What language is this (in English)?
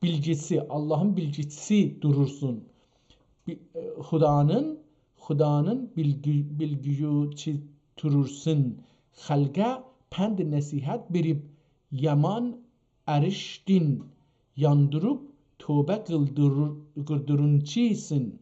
South Azerbaijani